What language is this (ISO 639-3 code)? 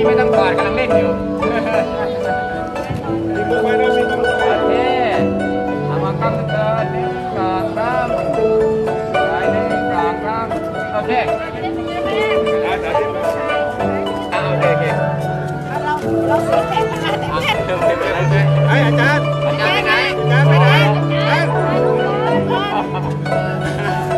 tha